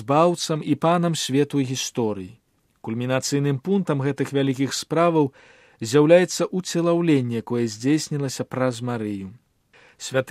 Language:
Belarusian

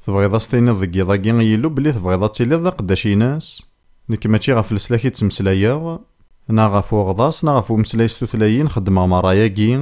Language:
Kabyle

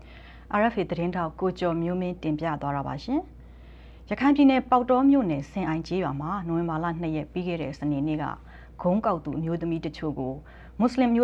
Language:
Burmese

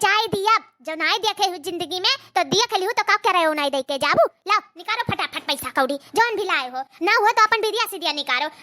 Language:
Awadhi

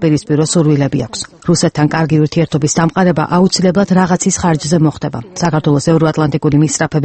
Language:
Georgian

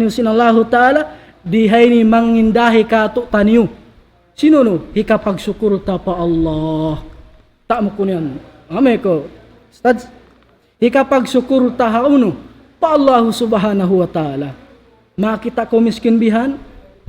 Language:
Tausug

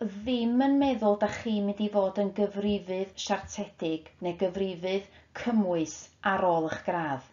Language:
Welsh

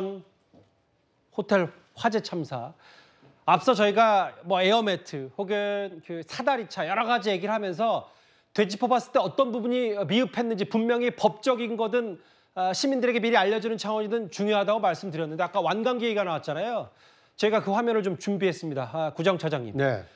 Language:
Korean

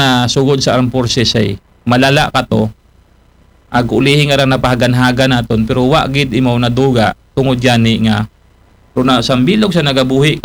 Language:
Aklanon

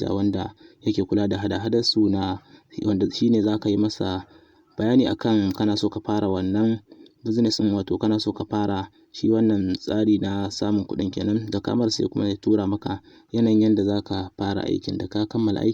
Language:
Hausa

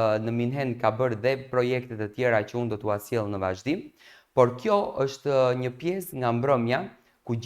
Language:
Albanian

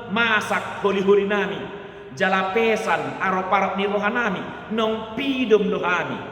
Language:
Batak Toba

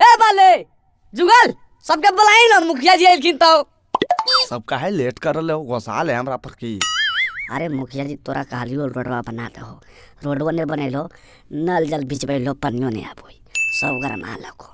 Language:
Magahi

